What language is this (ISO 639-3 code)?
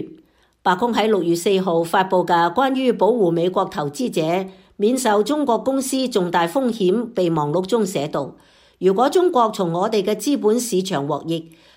yue